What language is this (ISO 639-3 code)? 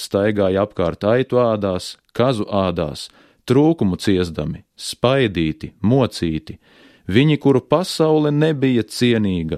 lav